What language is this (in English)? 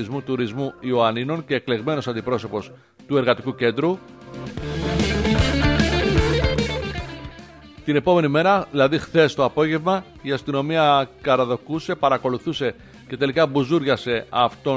Greek